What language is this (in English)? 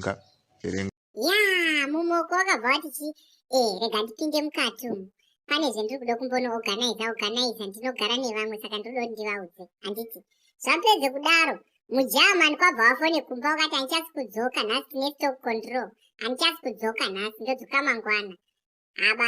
Shona